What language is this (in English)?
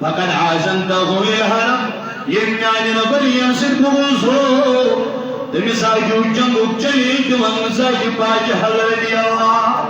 Kashmiri